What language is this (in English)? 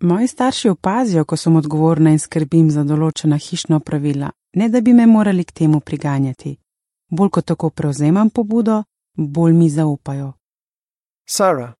Slovenian